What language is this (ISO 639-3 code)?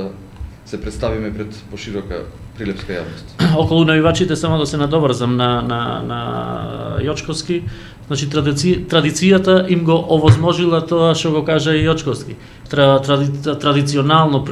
mkd